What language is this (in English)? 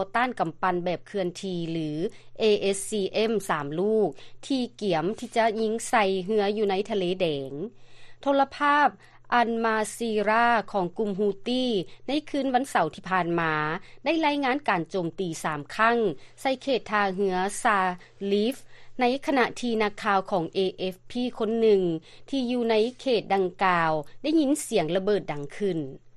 Lao